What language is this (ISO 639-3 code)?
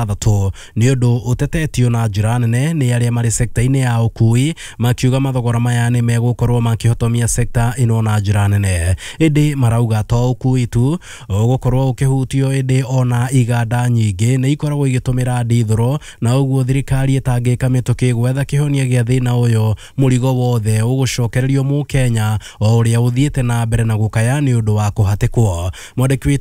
kik